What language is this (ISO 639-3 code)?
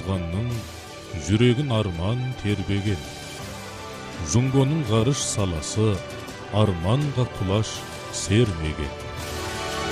kaz